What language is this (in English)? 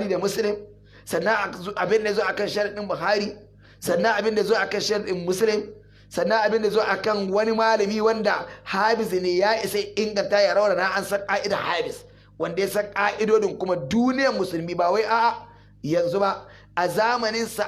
Hausa